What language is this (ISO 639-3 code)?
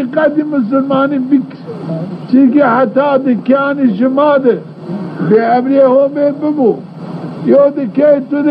zza